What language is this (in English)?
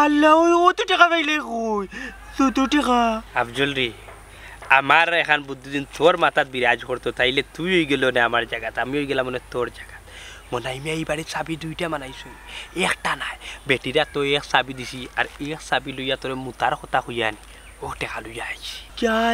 Sylheti